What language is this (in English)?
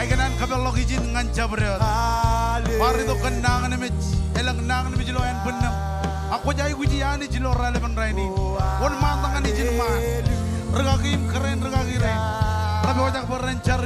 Marshallese